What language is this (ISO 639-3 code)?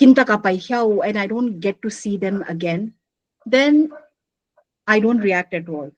pck